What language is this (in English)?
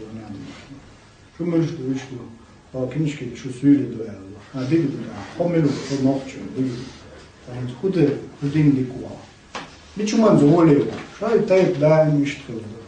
Chechen